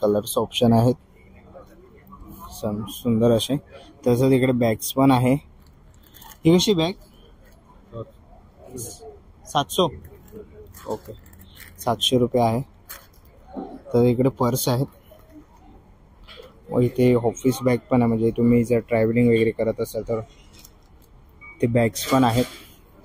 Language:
Marathi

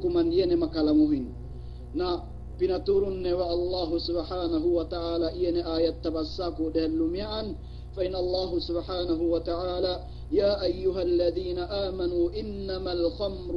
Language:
Yakan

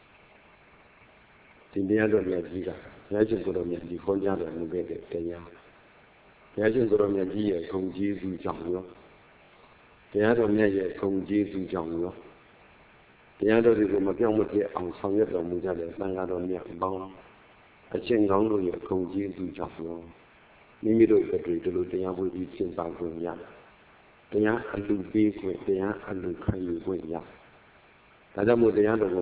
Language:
Burmese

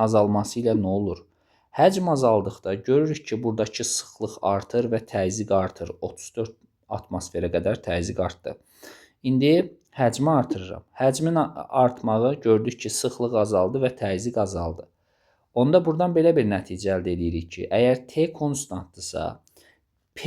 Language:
Azerbaijani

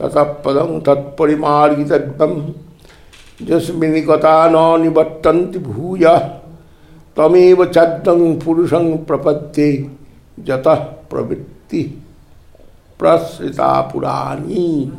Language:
Sanskrit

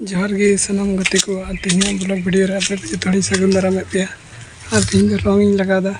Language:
Santali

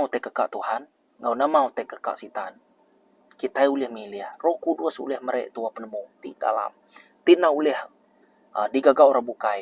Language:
Iban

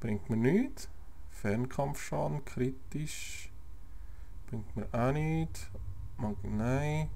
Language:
Swiss German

